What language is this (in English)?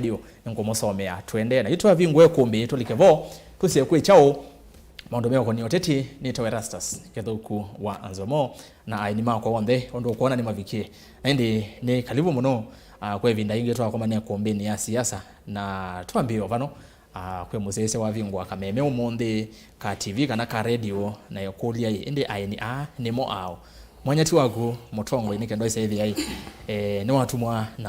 Kamba